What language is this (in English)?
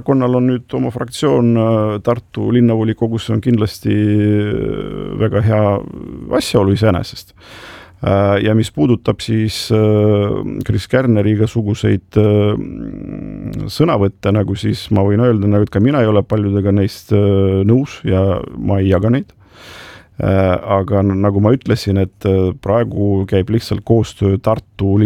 Estonian